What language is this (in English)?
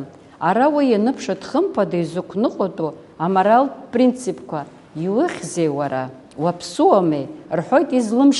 Abkhazian